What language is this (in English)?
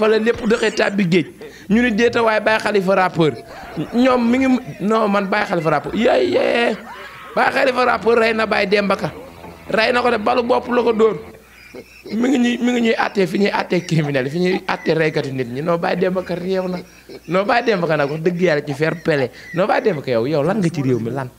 Wolof